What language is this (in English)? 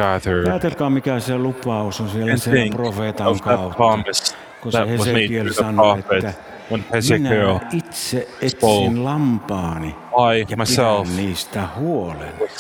Finnish